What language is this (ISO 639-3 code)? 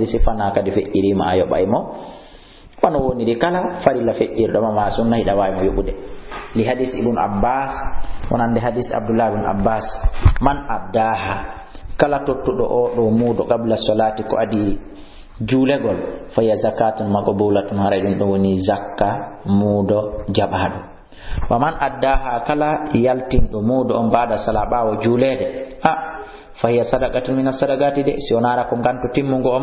ful